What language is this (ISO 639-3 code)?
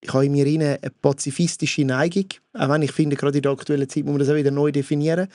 gsw